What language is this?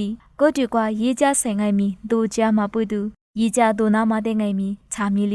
Lisu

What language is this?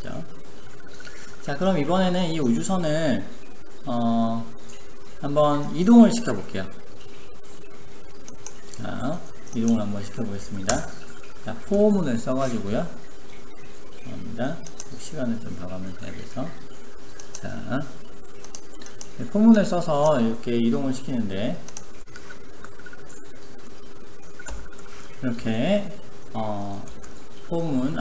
Korean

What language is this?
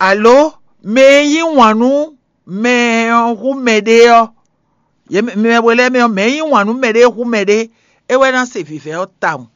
Fon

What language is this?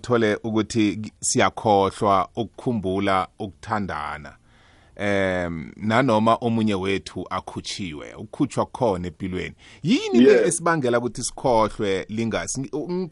South Ndebele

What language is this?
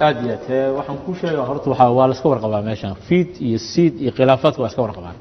Somali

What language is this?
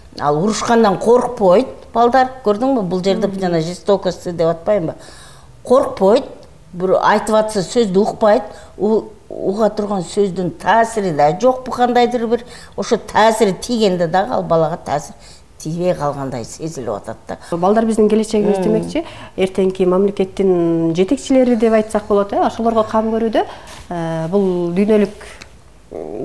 Kyrgyz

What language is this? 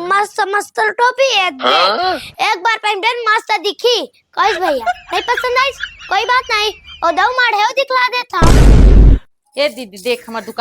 Chhattisgarhi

